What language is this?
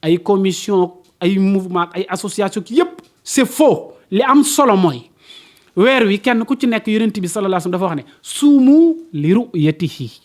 Wolof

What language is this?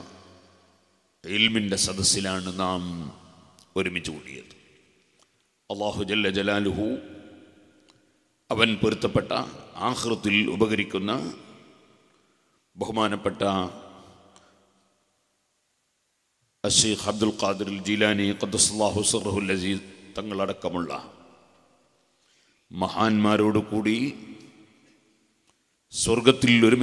Malayalam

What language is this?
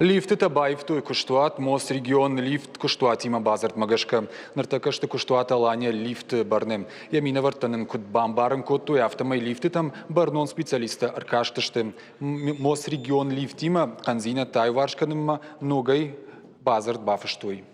Ossetic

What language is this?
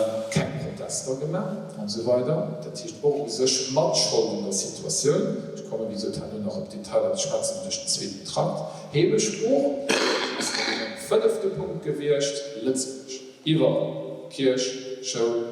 Luxembourgish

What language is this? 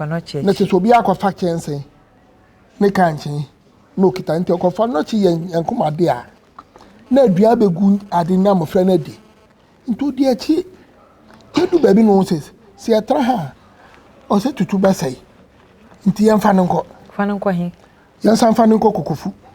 Akan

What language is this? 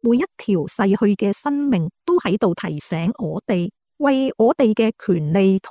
Cantonese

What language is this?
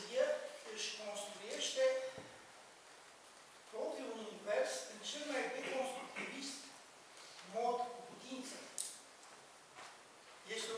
Romanian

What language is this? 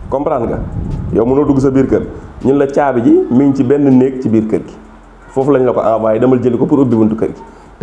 Wolof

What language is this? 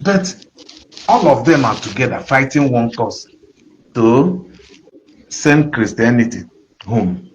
Igbo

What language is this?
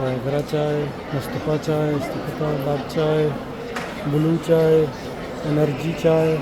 Baluchi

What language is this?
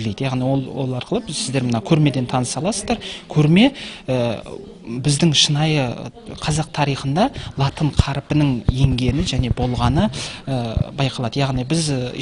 Kazakh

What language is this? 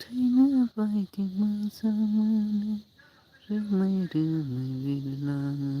Bodo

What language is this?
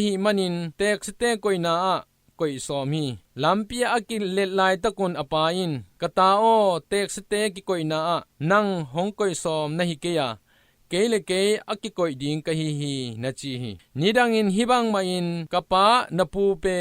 Tedim Chin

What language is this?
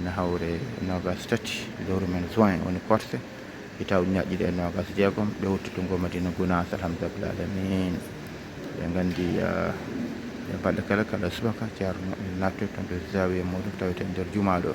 Fula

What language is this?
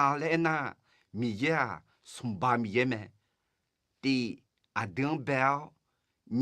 Akha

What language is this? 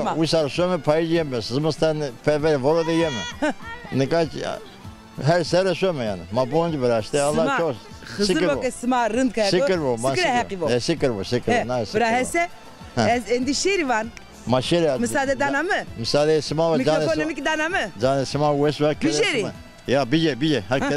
Zaza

